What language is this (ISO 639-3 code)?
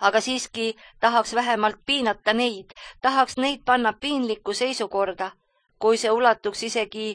est